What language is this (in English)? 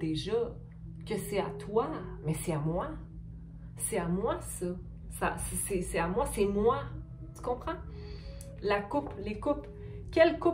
French